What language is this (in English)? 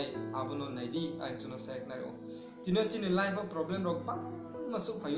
Riang (India)